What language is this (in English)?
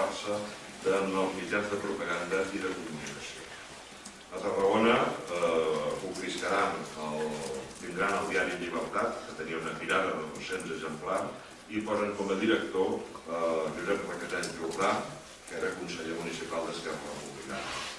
Catalan